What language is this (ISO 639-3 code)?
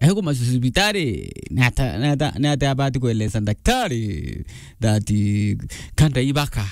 mer